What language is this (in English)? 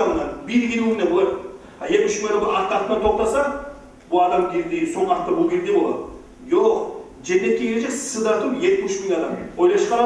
Kumyk